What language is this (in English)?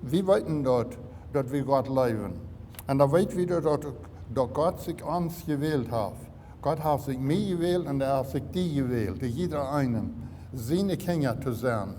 Plautdietsch